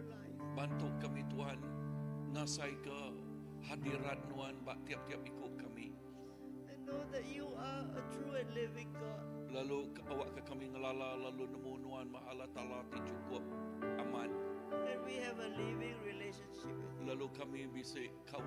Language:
Iban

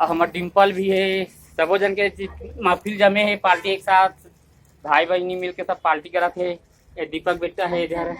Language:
Chhattisgarhi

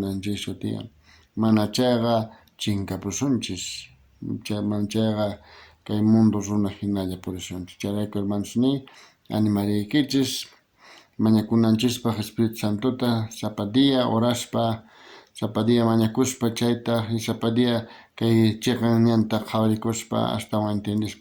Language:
South Bolivian Quechua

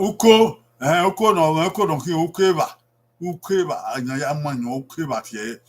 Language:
Bini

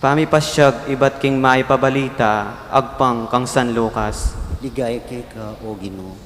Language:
Pampanga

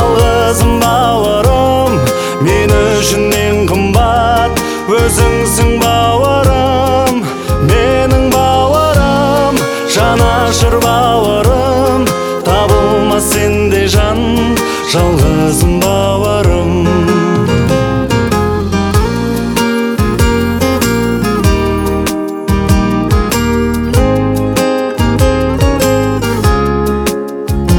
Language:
Kazakh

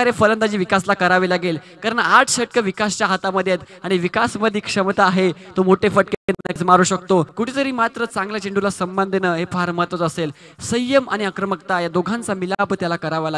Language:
Marathi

